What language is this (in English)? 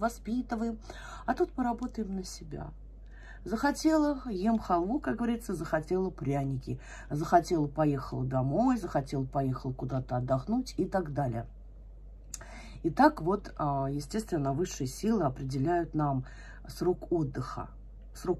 Russian